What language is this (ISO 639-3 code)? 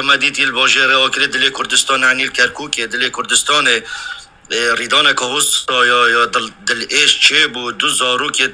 kur